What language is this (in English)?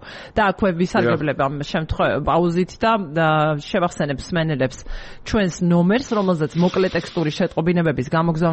Georgian